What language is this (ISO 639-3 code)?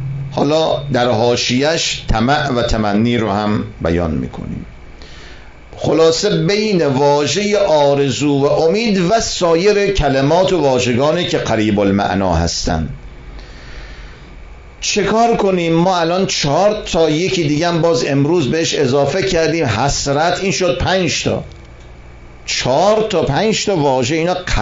fas